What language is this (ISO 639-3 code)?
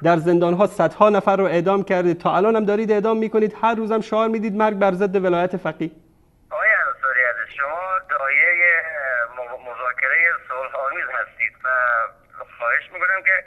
fas